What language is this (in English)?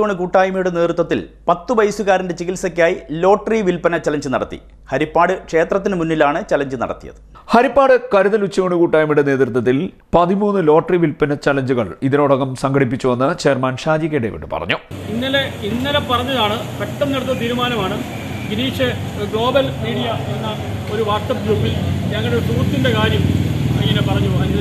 Malayalam